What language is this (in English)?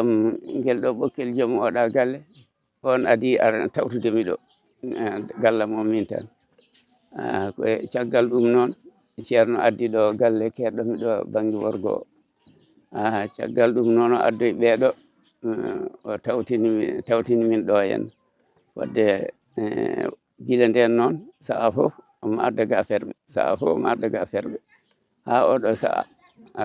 Fula